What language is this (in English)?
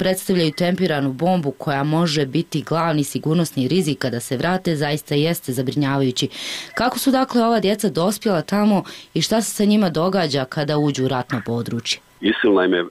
Bosnian